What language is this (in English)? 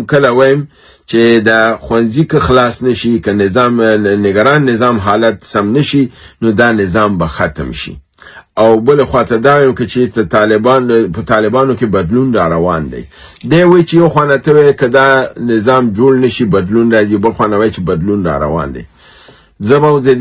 Pashto